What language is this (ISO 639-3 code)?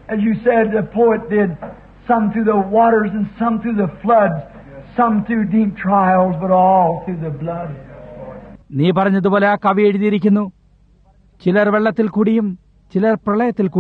mal